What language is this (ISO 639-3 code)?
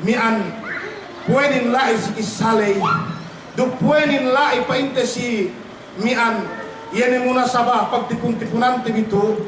yka